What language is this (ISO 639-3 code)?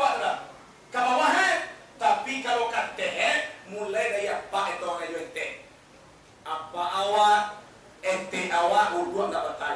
min